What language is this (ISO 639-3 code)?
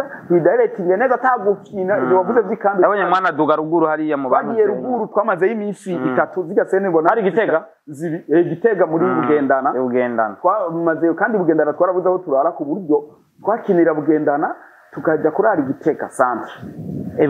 run